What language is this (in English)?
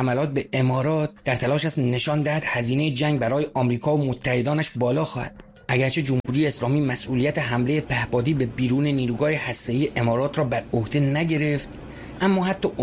Persian